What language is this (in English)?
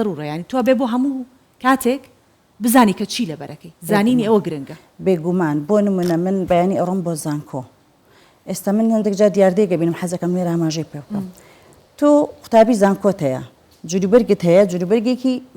Central Kurdish